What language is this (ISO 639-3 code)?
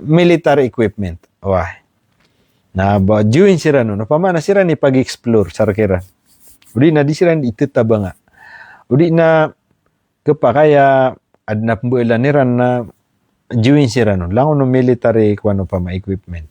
mrw